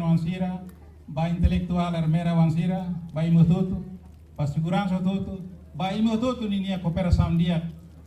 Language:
Tetum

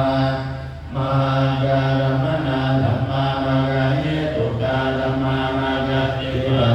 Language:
Pali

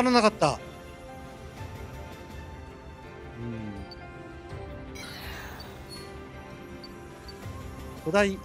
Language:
Japanese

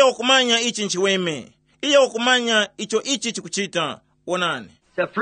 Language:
Tumbuka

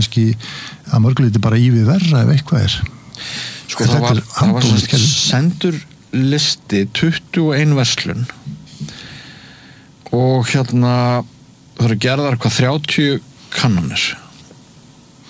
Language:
Icelandic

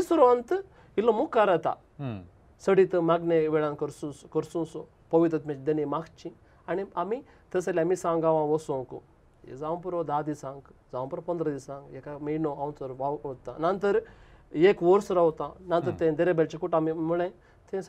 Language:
Konkani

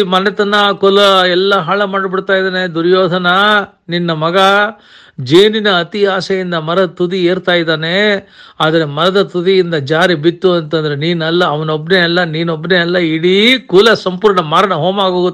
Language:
Kannada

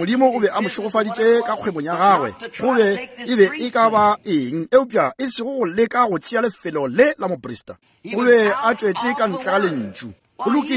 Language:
Northern Sotho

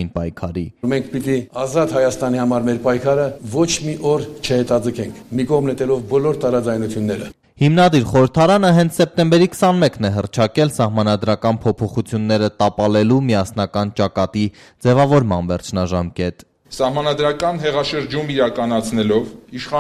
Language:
Armenian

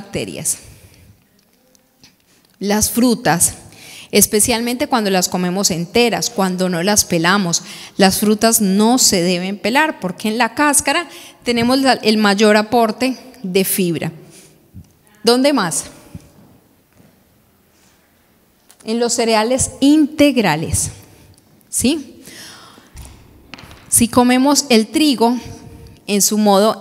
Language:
Spanish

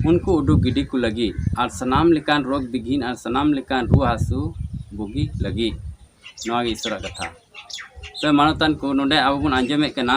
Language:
Santali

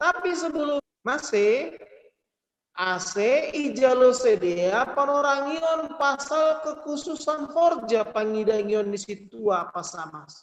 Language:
Batak Simalungun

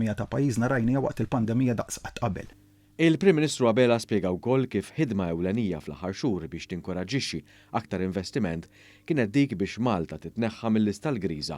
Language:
Maltese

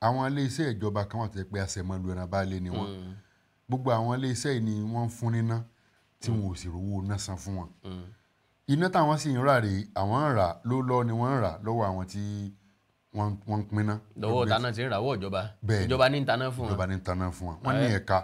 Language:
Yoruba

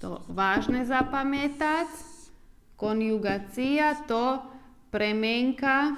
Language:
Rusyn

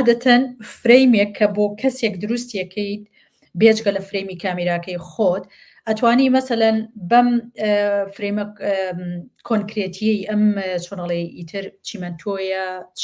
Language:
Central Kurdish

